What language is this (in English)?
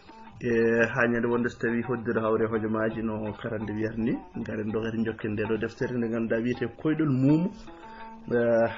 Fula